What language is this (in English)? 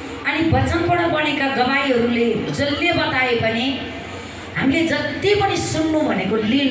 Nepali